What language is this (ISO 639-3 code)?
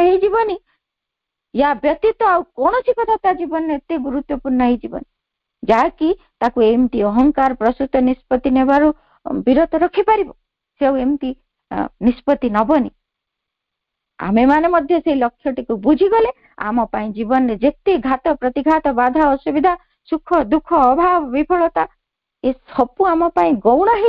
ori